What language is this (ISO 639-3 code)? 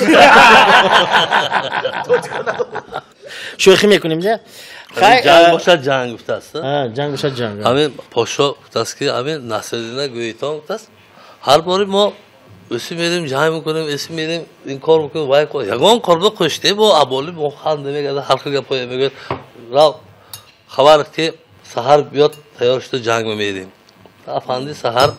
tgk